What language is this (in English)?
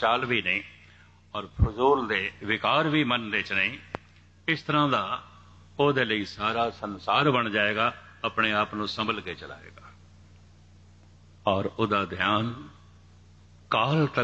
Punjabi